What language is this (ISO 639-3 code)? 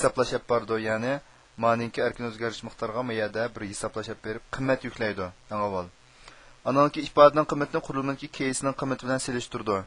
uig